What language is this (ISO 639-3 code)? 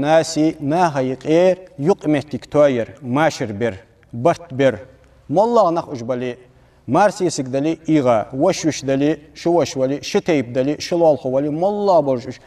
inh